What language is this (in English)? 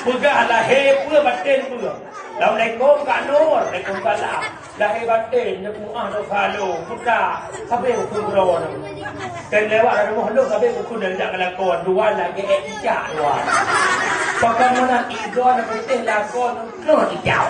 Achinese